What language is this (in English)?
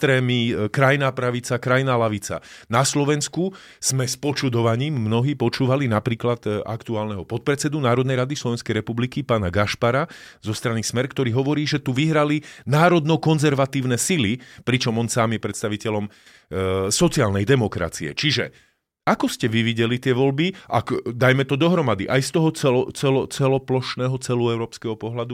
Slovak